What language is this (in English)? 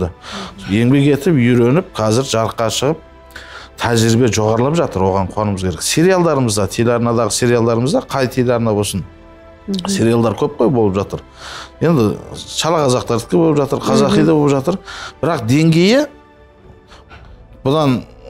Kazakh